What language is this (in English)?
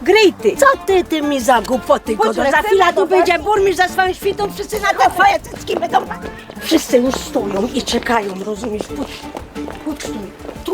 Silesian